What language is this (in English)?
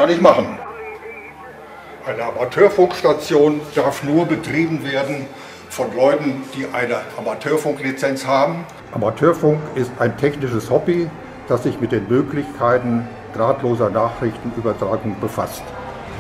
German